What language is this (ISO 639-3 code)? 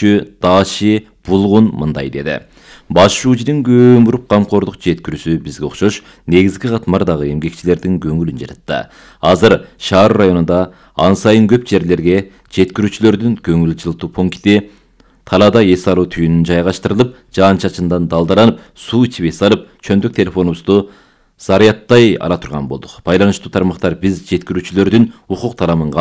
kir